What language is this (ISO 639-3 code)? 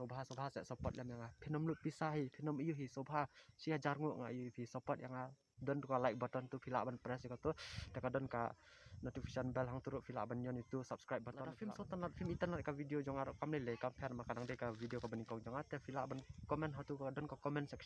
kha